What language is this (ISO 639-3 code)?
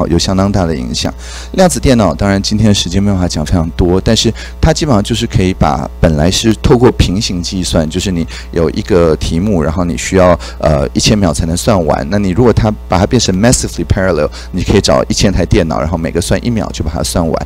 zho